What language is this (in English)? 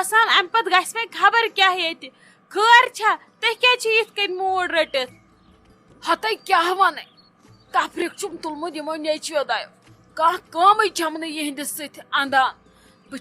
Kashmiri